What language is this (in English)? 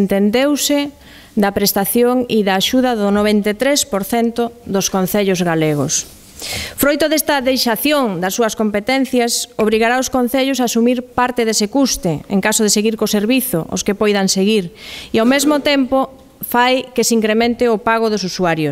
Galician